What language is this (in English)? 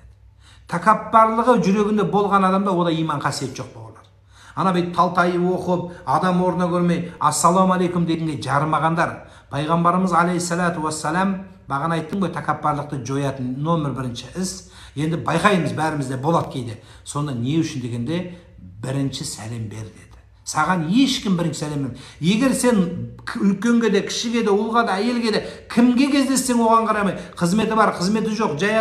Kazakh